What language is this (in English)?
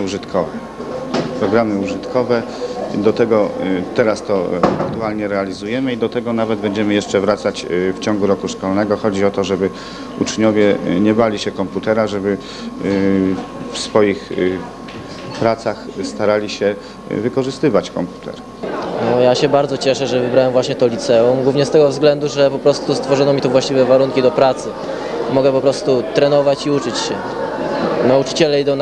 Polish